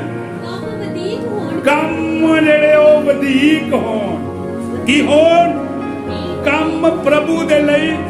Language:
Punjabi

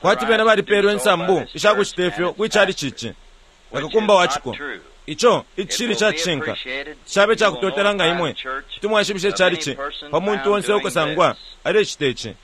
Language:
Bemba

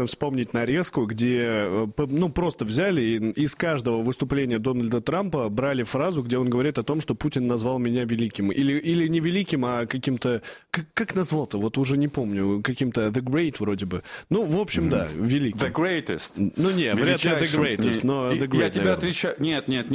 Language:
Russian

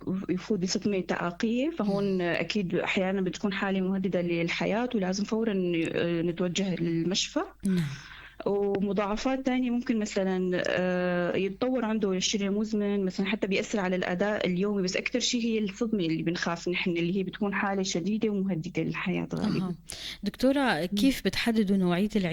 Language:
North Levantine Arabic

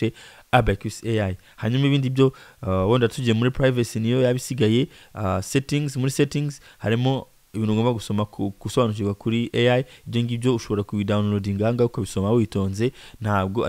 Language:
Kinyarwanda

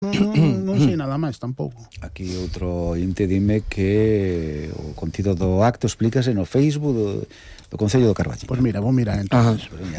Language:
Galician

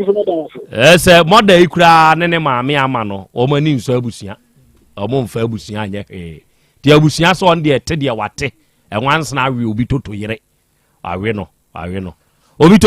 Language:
Akan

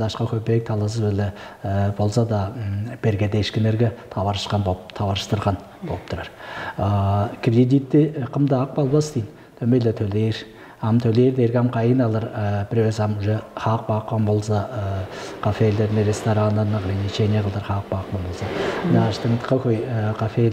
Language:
Tuvinian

